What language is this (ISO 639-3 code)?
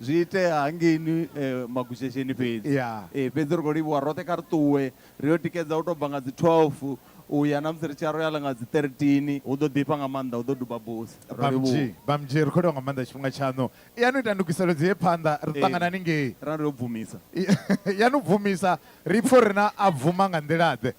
ven